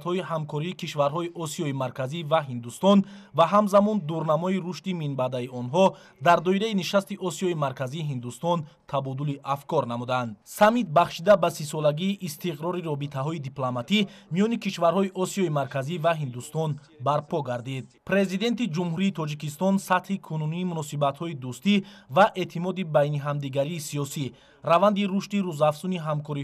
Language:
Tajik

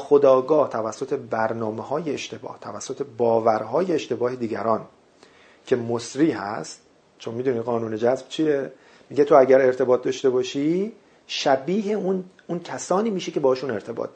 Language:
Persian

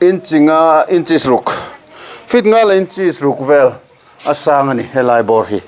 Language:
Mizo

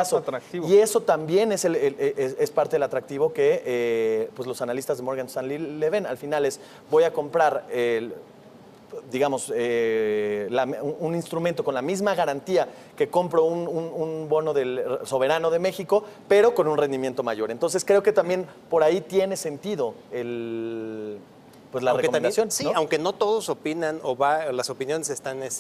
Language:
Spanish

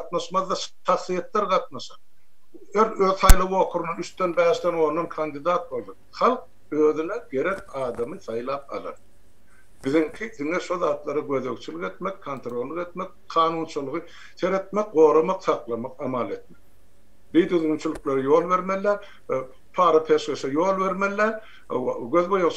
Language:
Turkmen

